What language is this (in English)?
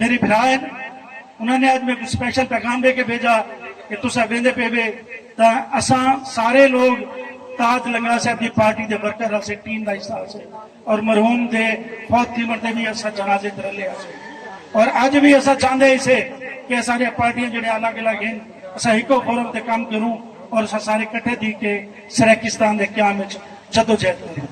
Saraiki